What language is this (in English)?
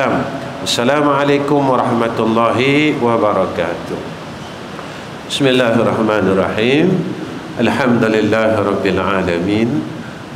Malay